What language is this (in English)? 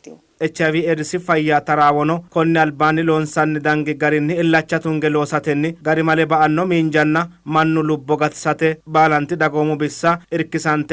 Sidamo